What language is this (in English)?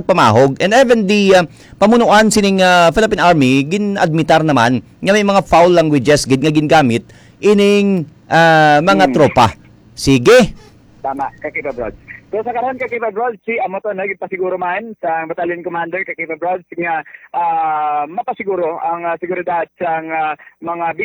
Hiligaynon